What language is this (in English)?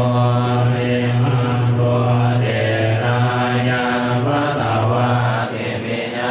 Pali